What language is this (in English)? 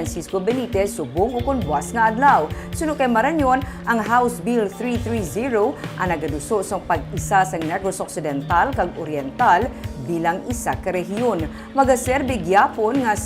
Hiligaynon